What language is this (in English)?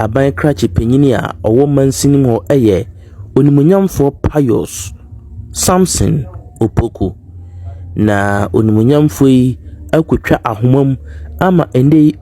Akan